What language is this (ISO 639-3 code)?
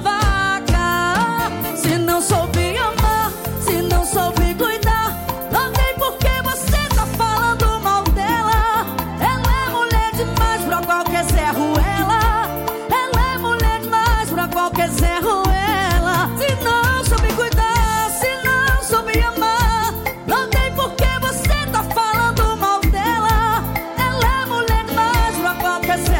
por